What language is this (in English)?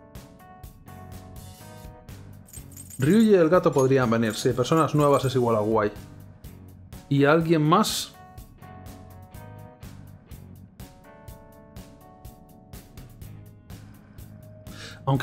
Spanish